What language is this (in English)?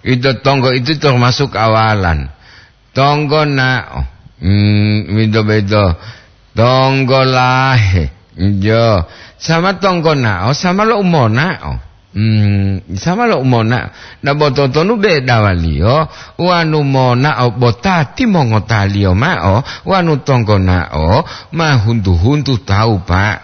Gorontalo